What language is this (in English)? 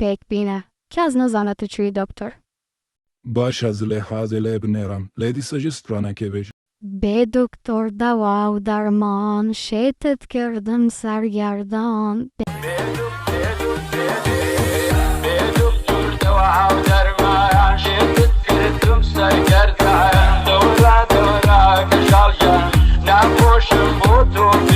Kurdish